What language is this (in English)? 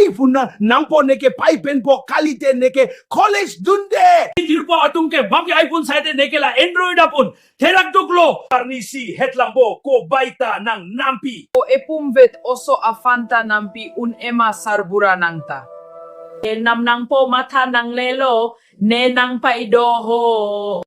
Karbi